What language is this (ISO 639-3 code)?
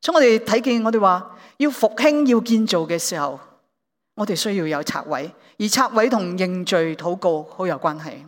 yue